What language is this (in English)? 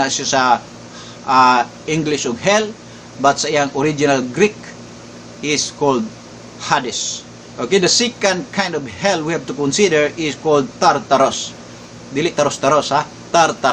Cebuano